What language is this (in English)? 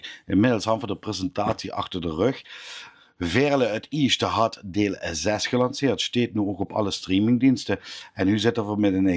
Limburgish